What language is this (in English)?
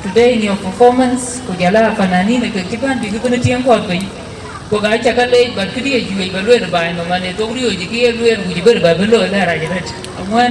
Dinka